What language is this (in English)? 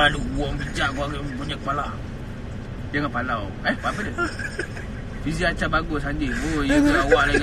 Malay